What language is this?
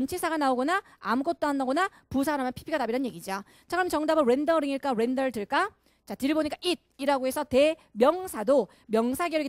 Korean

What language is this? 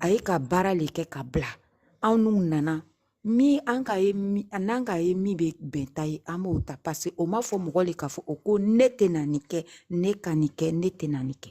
Bambara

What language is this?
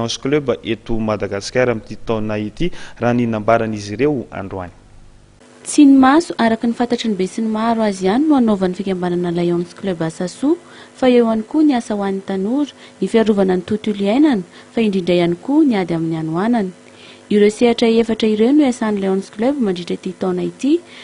Malagasy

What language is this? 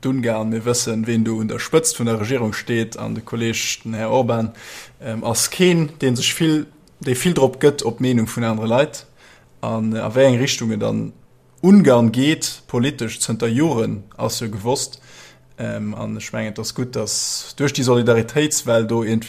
Luxembourgish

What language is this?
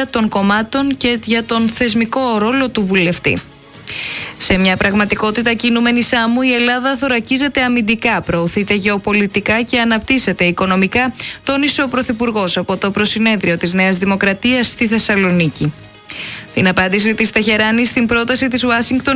Greek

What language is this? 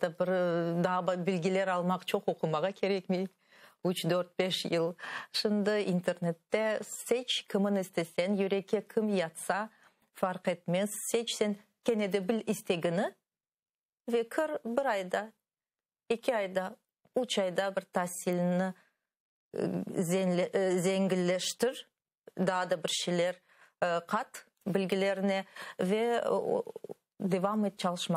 Crimean Tatar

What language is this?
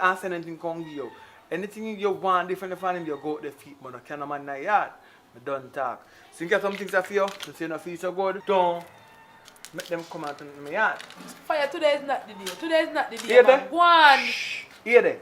Jamaican Creole English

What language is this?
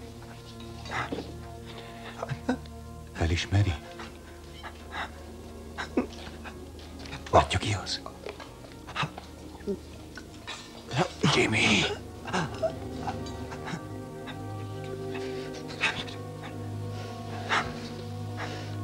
Hungarian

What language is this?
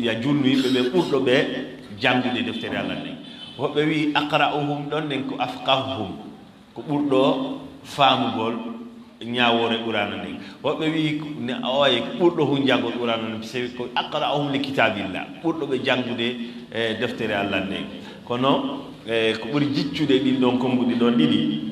Fula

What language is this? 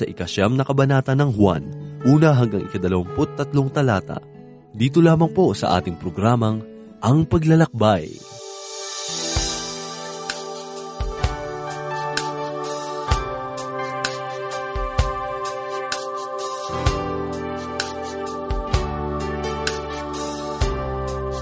Filipino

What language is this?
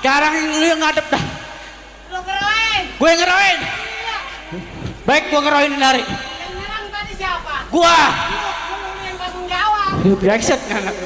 Betawi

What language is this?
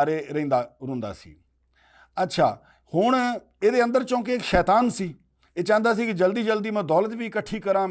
Western Panjabi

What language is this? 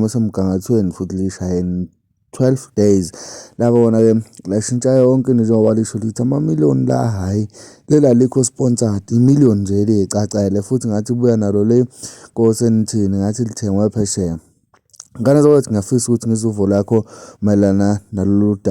Zulu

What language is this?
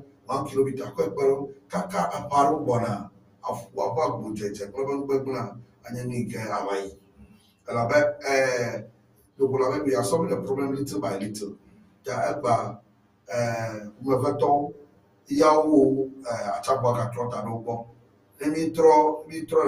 Ewe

